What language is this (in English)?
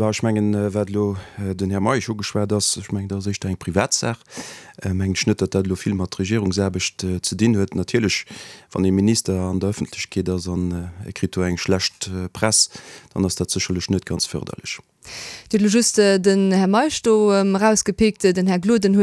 Luxembourgish